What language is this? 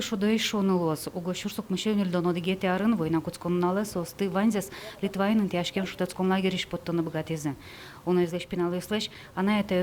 Udmurt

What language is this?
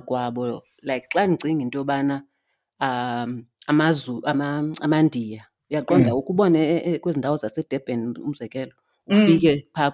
Xhosa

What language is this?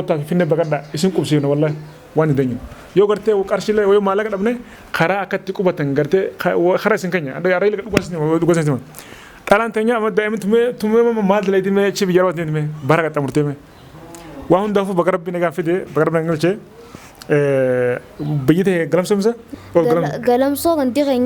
Oromo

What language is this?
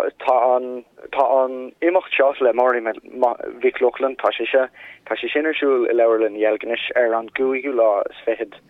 Irish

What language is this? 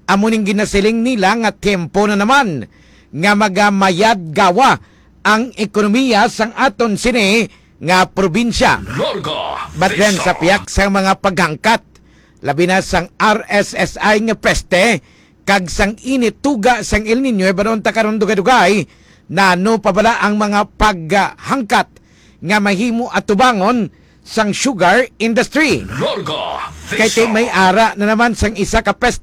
Hiligaynon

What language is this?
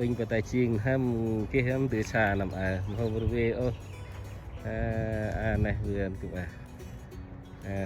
Central Mnong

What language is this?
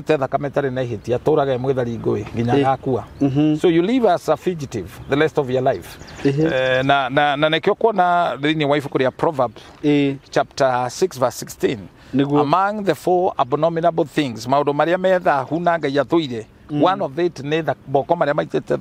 Kikuyu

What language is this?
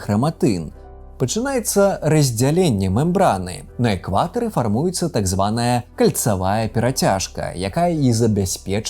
Belarusian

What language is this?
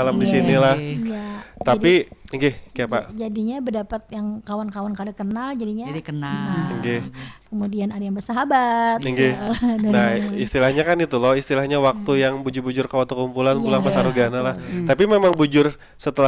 Banjar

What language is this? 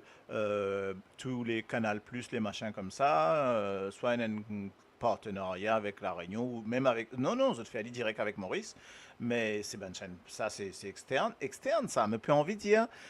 Morisyen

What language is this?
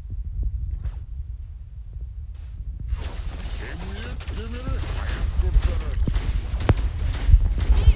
Turkish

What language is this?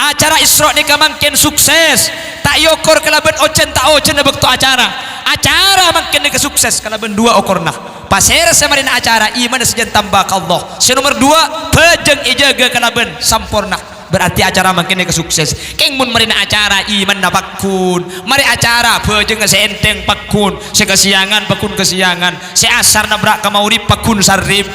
Madurese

